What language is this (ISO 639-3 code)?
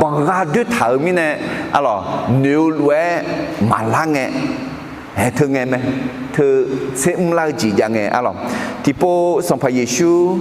ahk